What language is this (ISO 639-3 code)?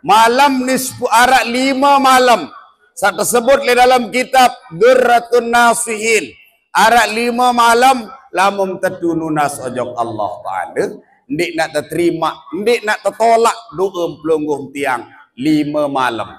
sas